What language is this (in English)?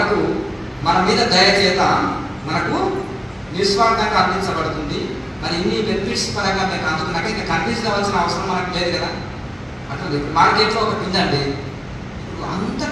Telugu